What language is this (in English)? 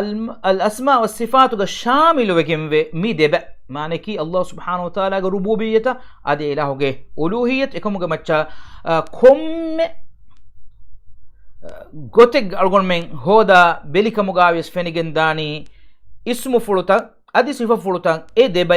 Divehi